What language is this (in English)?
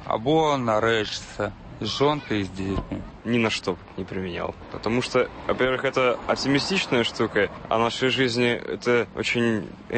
Belarusian